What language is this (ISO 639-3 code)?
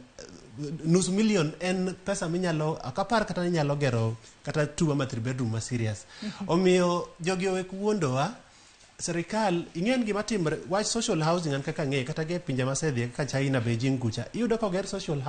luo